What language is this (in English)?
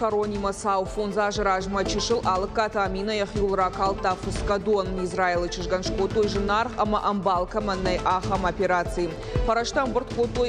Ossetic